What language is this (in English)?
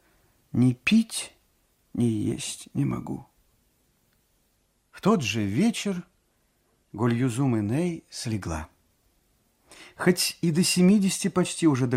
Russian